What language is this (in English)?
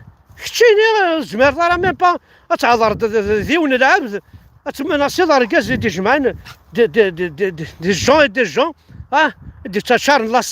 Kabyle